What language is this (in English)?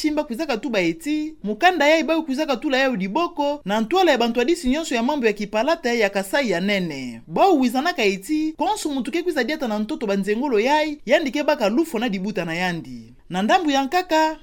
Kituba (Democratic Republic of Congo)